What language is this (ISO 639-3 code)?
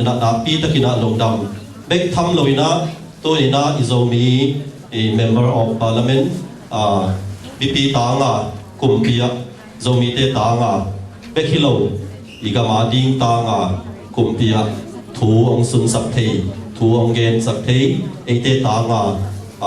ctd